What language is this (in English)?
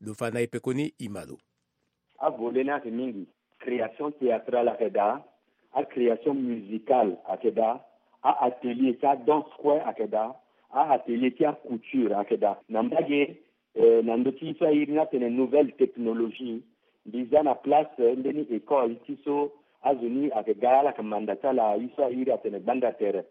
Sango